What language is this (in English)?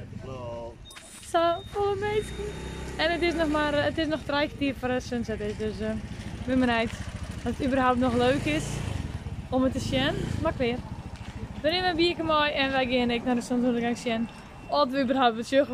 Western Frisian